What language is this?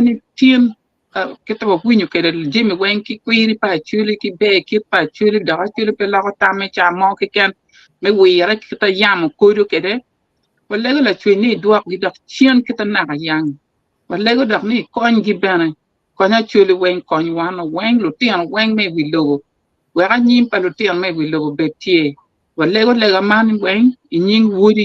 Acoli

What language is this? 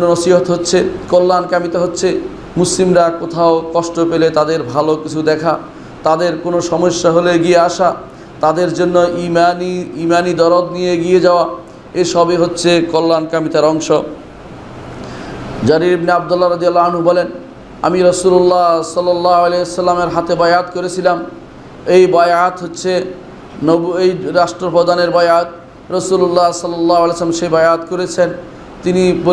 Bangla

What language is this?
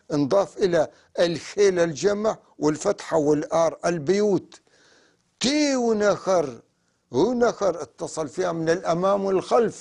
North Levantine Arabic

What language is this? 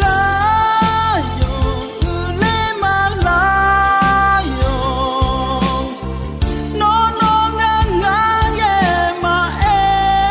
Akha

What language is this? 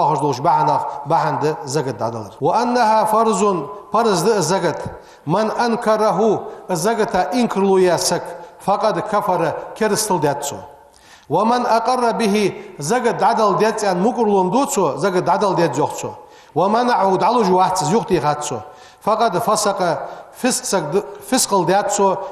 Ingush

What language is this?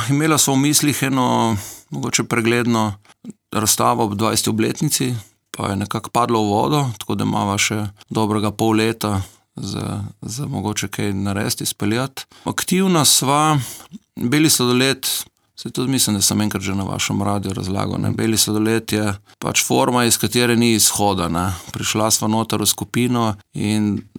Slovenian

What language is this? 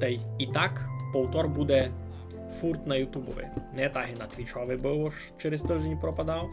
Rusyn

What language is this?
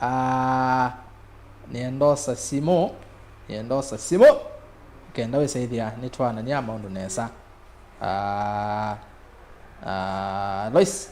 Kamba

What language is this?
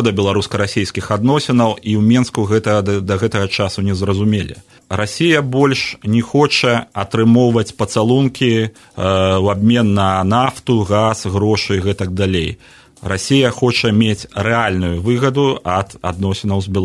Belarusian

